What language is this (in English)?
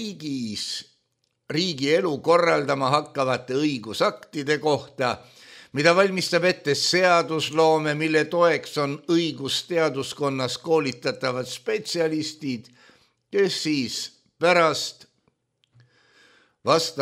Estonian